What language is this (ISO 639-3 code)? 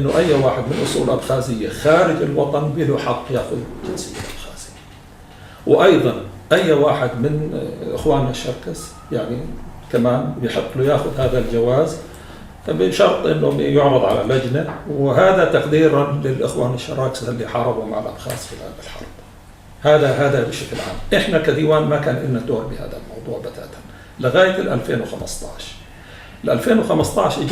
apc